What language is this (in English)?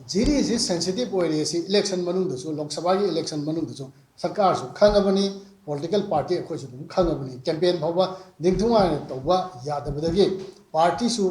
Manipuri